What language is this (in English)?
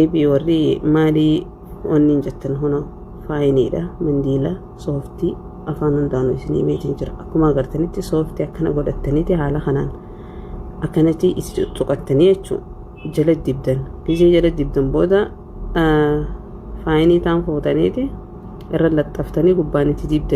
Oromo